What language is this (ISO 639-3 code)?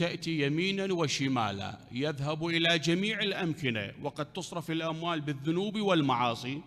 acm